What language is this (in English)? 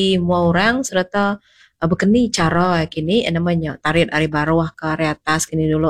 Iban